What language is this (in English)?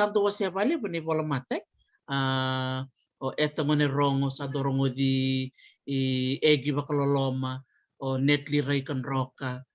Fijian